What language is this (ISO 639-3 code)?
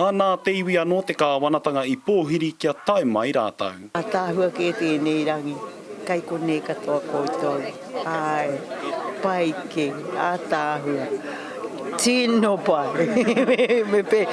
mri